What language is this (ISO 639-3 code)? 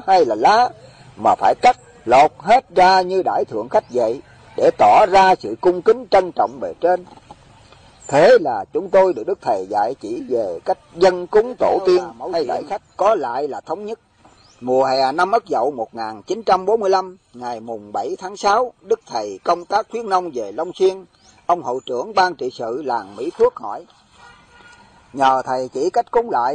vie